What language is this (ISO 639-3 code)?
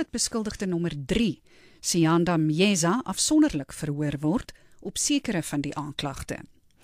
afr